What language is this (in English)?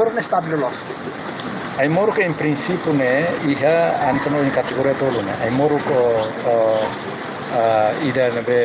Tetum